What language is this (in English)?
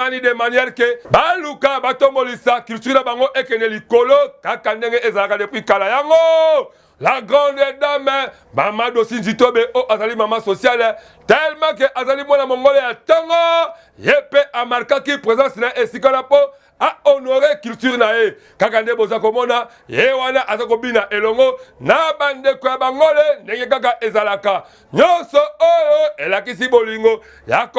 Lingala